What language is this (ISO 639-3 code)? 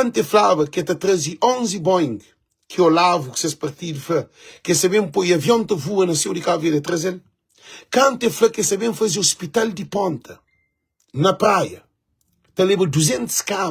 kea